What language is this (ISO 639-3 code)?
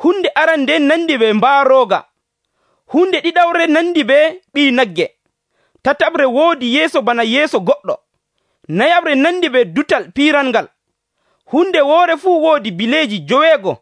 fuv